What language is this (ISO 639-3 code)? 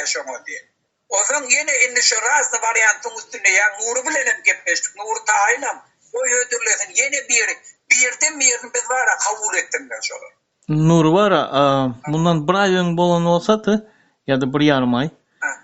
tuk